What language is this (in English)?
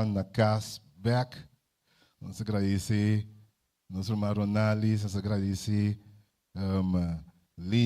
Papiamento